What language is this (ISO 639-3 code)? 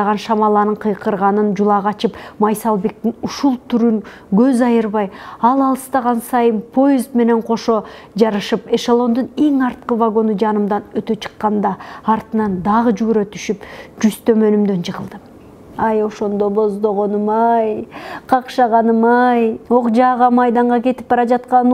kir